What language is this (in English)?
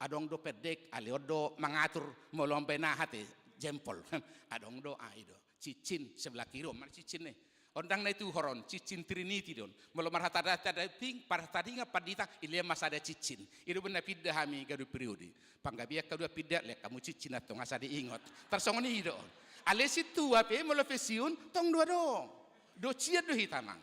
Batak Toba